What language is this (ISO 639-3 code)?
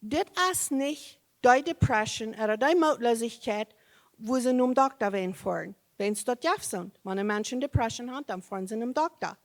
pdt